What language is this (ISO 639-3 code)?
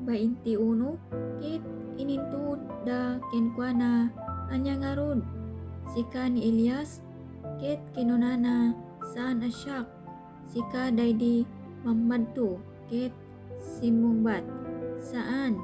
ilo